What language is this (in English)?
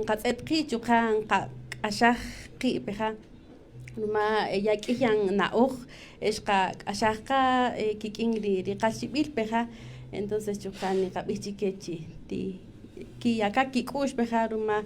Kaqchikel